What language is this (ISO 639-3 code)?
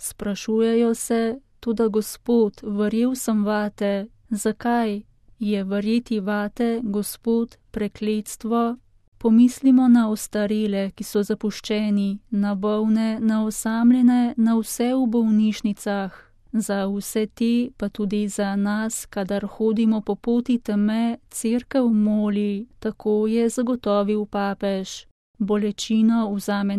slv